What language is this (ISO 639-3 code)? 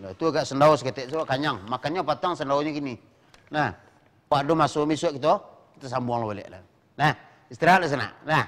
min